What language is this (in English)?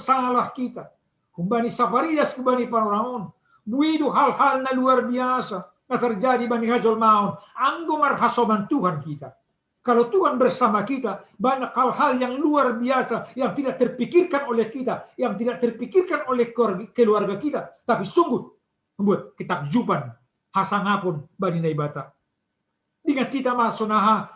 Batak Simalungun